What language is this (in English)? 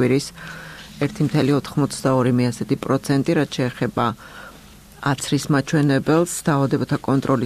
Georgian